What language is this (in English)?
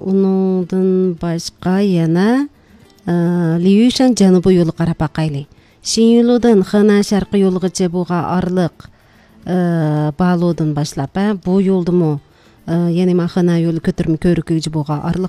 Uyghur